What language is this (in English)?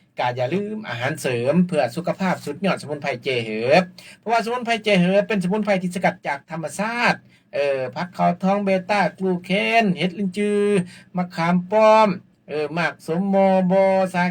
Lao